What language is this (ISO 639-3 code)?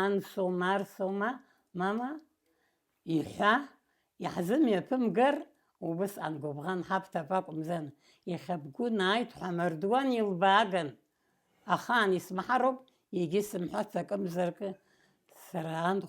abk